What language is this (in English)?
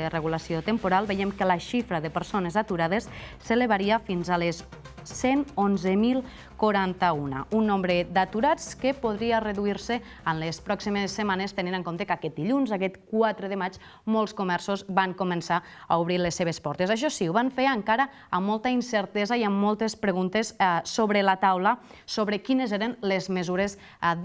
Catalan